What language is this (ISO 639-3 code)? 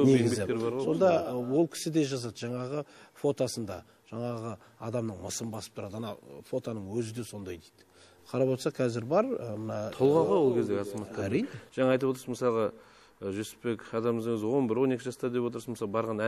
kaz